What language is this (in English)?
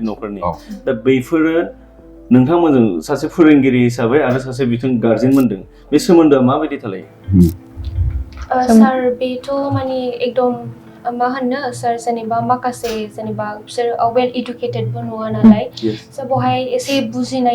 Bodo